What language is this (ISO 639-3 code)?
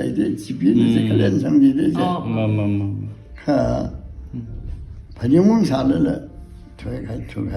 nmf